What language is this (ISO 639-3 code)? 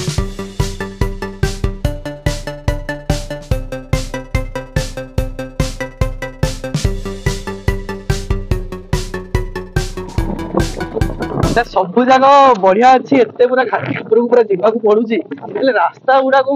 ori